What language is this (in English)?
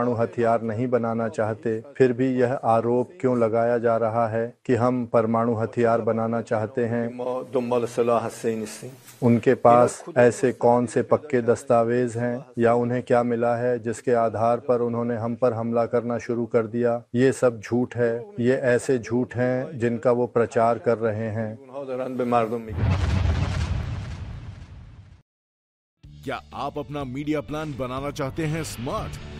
Hindi